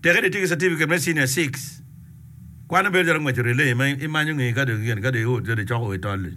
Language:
Acoli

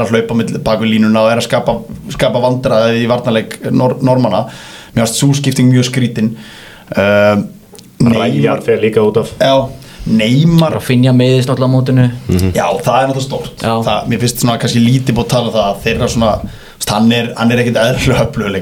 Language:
Icelandic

